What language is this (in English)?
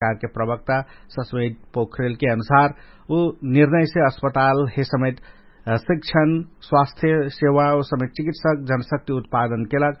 Dangaura Tharu